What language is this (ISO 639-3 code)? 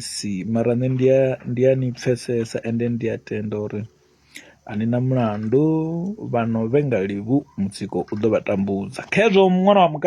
ven